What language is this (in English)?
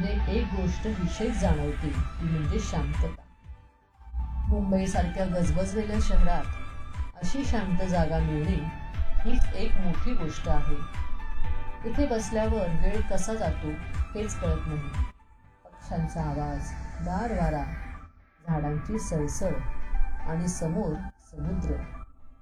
Marathi